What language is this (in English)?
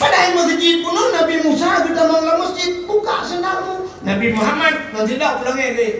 Achinese